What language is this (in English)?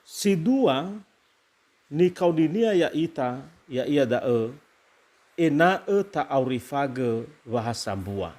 Nias